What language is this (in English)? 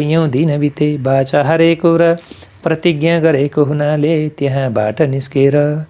Nepali